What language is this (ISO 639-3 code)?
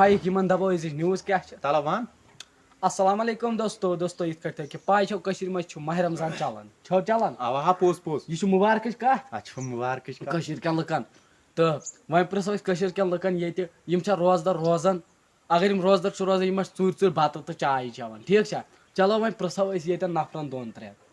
kas